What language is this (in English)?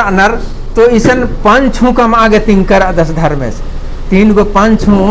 Kurukh